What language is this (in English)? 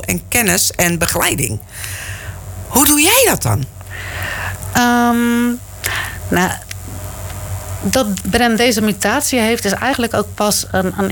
Dutch